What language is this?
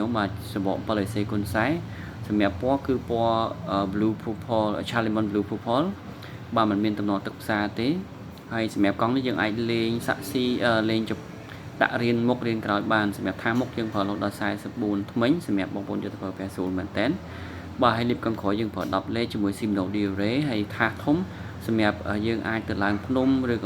Khmer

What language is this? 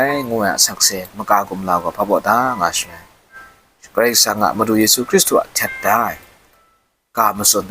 Kachin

